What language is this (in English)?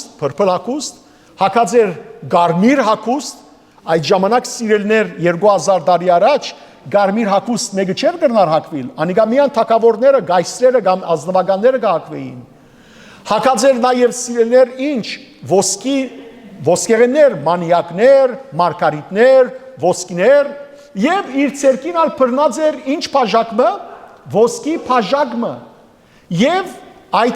Western Armenian